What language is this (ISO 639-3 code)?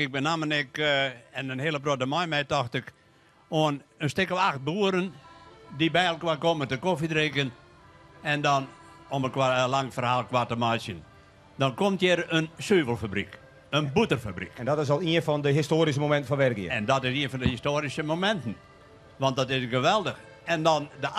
fry